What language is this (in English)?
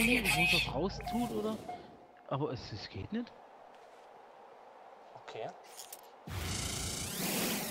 German